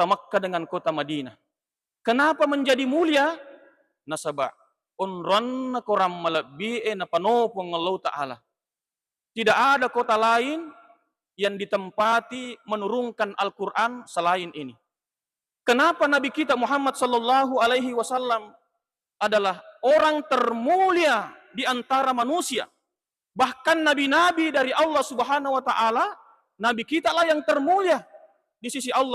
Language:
Buginese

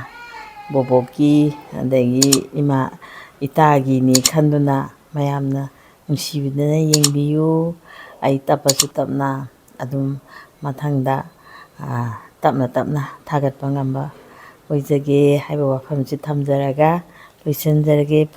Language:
Manipuri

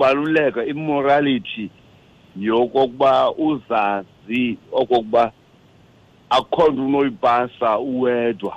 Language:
Xhosa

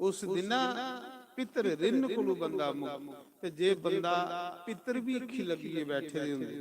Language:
Dogri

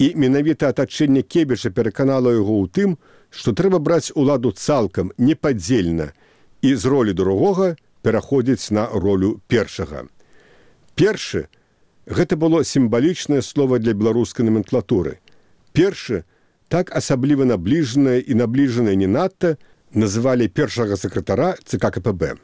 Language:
Belarusian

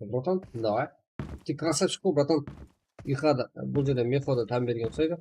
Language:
Kara-Kalpak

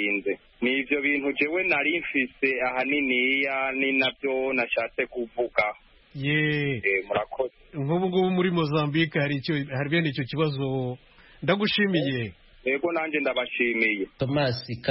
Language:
Kinyarwanda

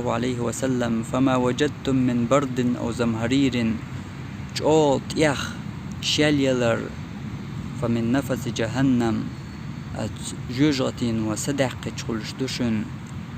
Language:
Chechen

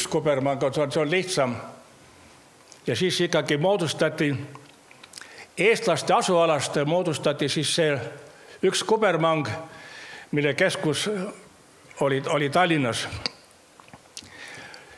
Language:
Estonian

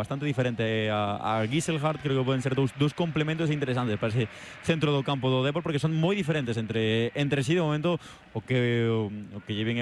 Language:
Galician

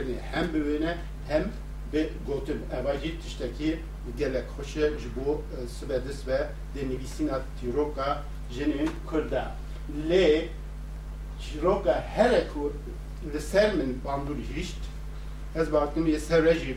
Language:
Kurdish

